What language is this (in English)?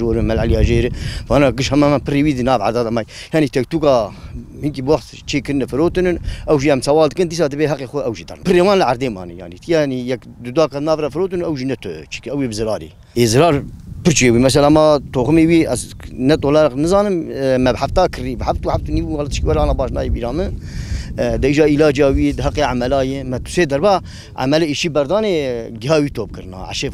Kurdish